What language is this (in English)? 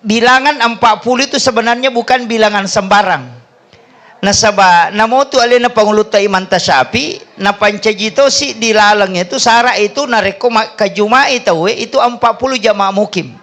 Buginese